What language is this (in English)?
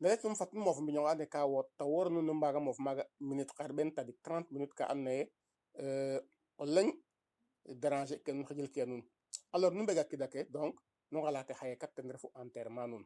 Serer